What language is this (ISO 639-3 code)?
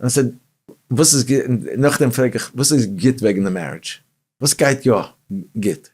yid